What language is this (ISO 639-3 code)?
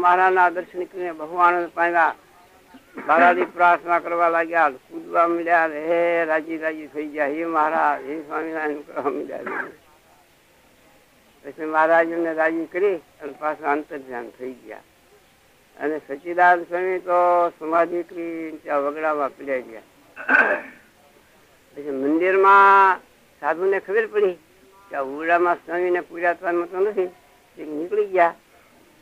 guj